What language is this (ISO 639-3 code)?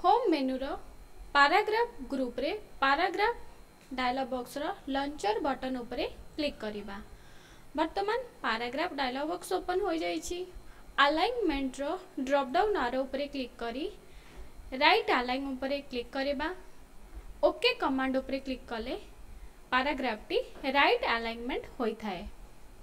ori